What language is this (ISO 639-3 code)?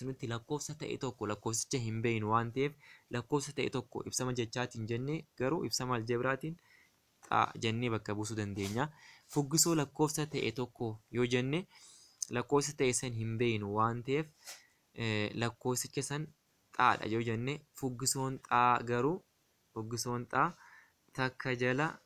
orm